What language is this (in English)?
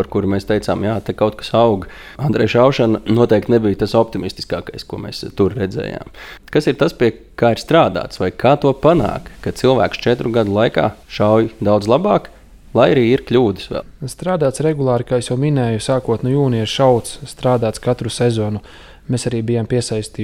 Latvian